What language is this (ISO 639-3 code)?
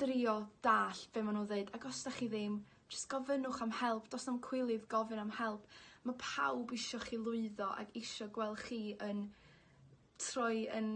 cym